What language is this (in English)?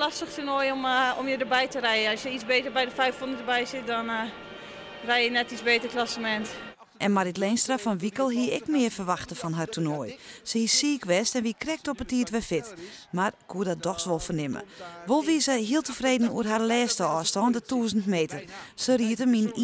Western Frisian